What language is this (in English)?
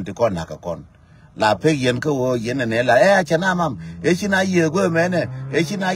Nuer